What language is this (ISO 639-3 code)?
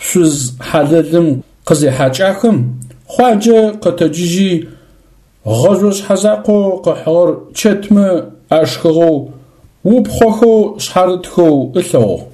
ady